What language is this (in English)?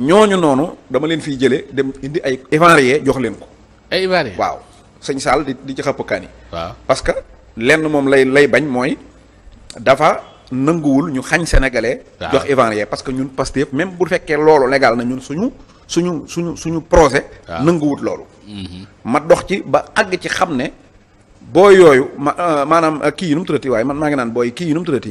Wolof